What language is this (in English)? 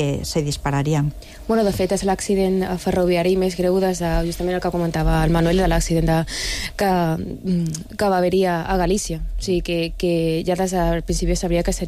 Catalan